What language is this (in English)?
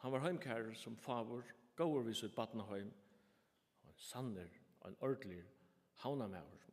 Faroese